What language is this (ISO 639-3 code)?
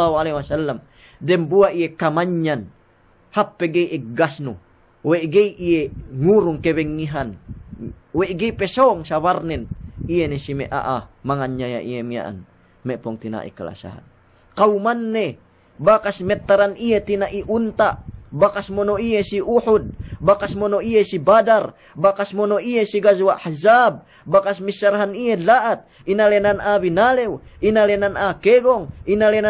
yka